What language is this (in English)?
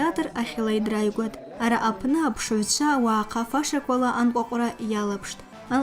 Abkhazian